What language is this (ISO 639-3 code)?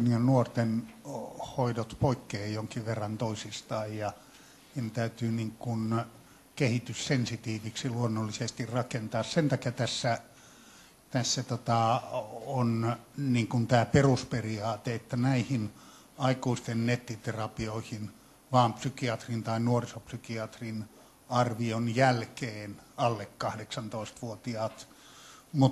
fin